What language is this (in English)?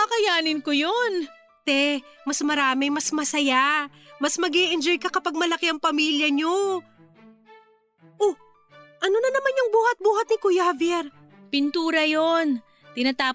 Filipino